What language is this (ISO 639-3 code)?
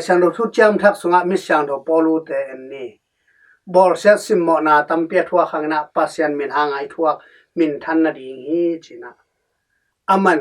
ctd